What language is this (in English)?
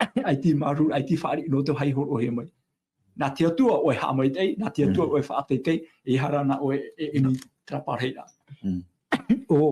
Tahitian